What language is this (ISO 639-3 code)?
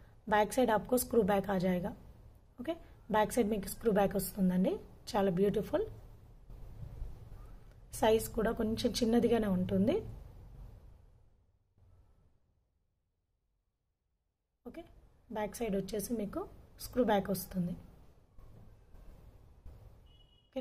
tel